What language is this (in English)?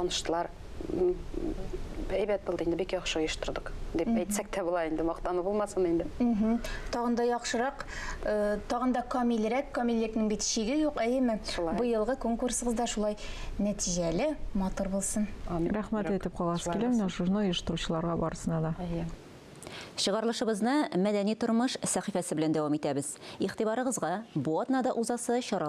Tatar